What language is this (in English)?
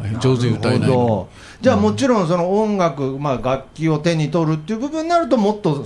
Japanese